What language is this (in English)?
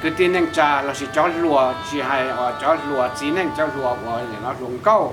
Hmong